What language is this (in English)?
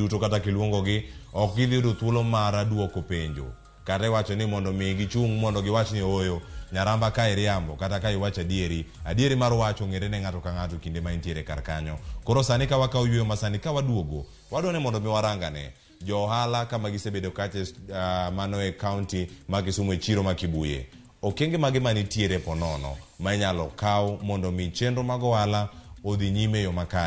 Luo (Kenya and Tanzania)